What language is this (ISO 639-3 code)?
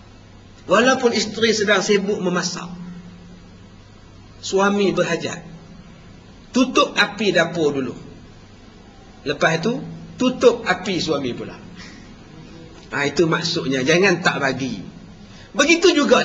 msa